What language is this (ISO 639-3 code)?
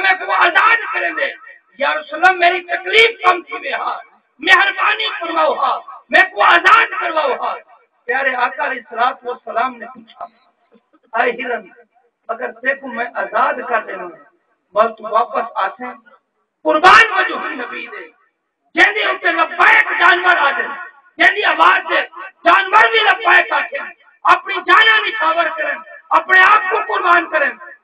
skr